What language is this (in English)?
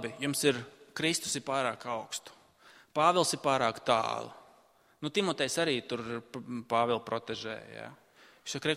Latvian